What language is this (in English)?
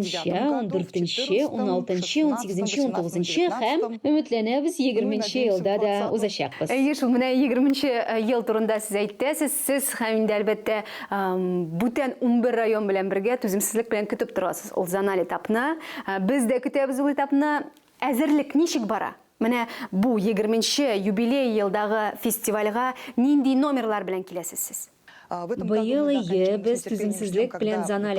Tatar